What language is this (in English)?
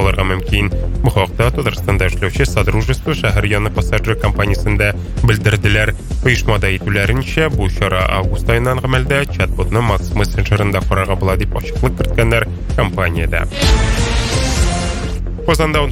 Tatar